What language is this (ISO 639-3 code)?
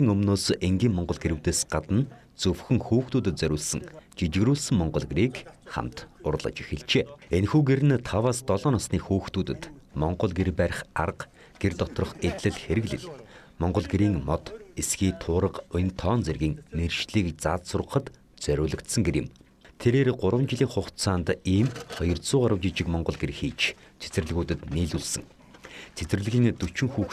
mon